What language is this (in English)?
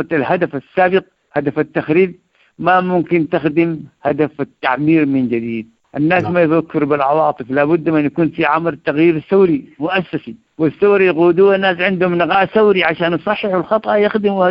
Sudanese Arabic